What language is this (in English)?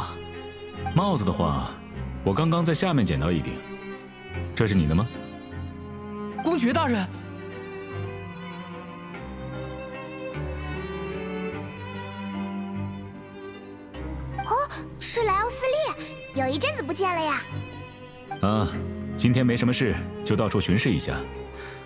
Chinese